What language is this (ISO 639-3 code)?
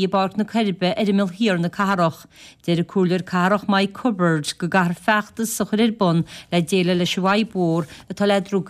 gle